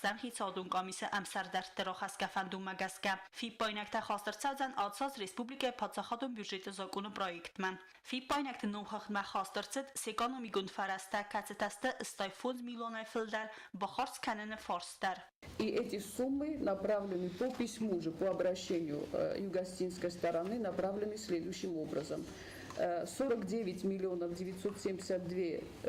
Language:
Ossetic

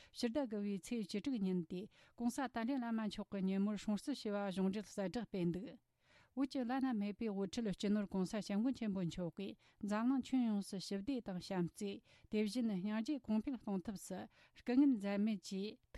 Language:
Tibetan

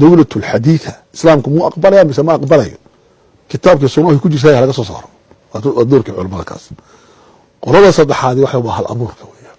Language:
Somali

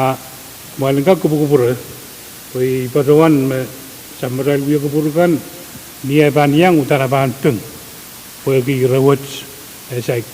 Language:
Pohnpeian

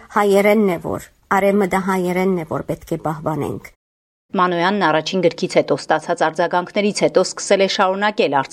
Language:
Armenian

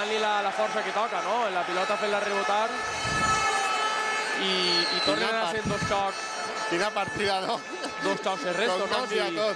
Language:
Catalan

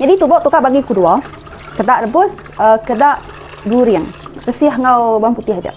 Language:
Iban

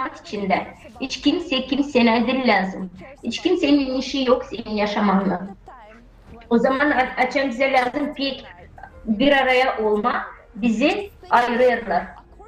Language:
Gagauz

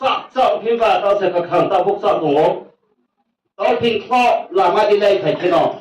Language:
Riang (India)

